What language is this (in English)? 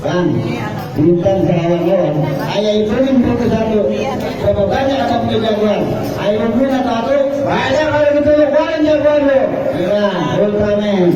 Betawi